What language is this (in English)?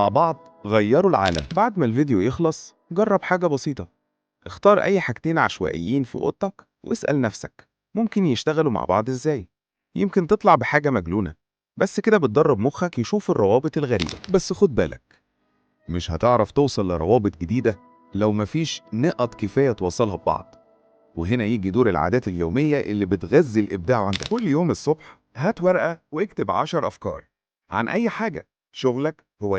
Egyptian Arabic